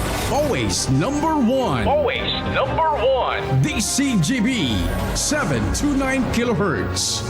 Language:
Bikol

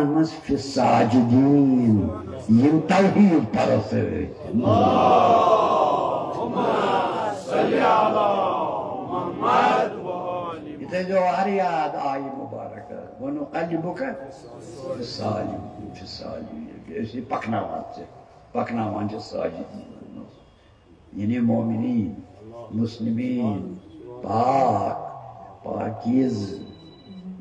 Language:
Kashmiri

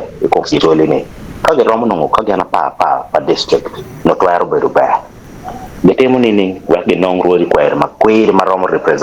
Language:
Acoli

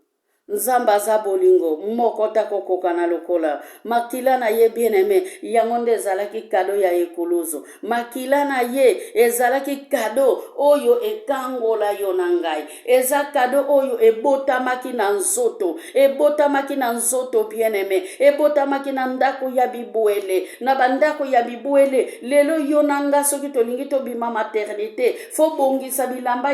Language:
Lingala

